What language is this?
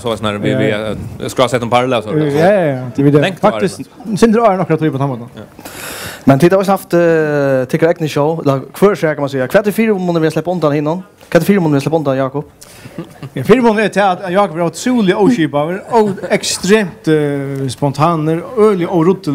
Faroese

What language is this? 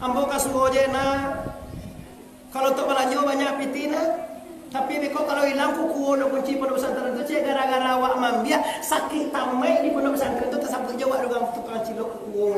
Minangkabau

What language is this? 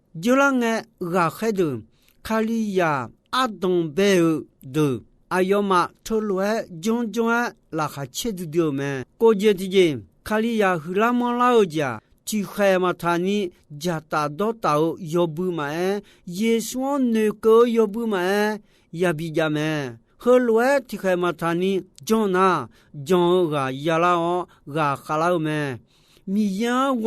Akha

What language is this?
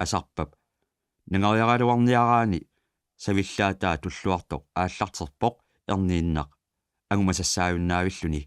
Kalaallisut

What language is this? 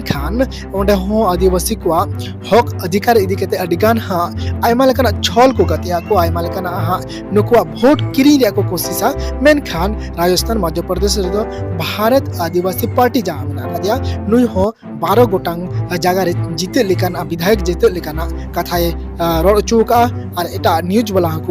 Santali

